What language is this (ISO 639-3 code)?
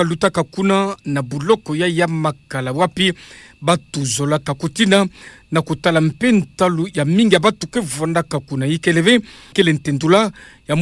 ktu